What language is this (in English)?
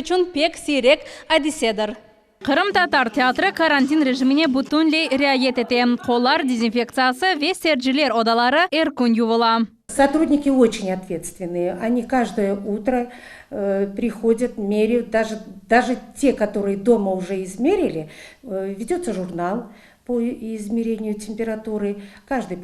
Crimean Tatar